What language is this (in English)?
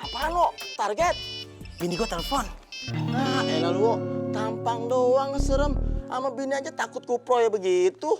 Betawi